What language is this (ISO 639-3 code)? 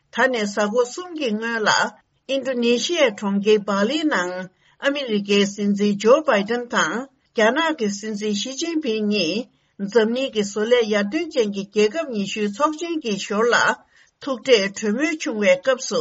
bod